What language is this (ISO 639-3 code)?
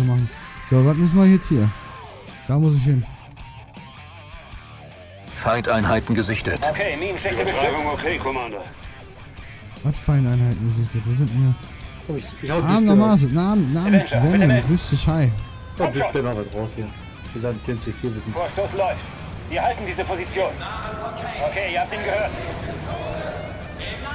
deu